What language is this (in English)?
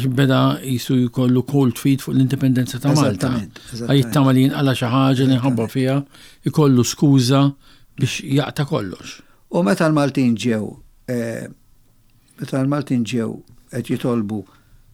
Maltese